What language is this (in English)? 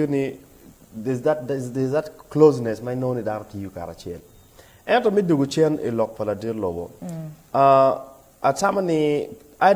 Acoli